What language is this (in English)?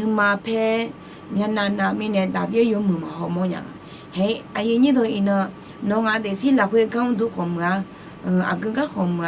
Akha